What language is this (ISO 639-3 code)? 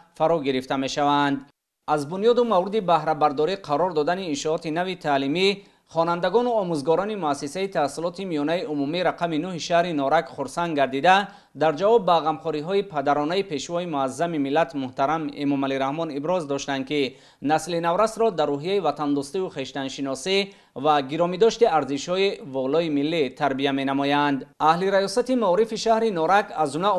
tgk